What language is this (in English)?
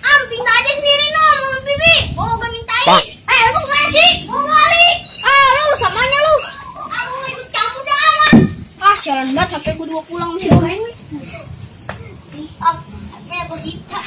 Betawi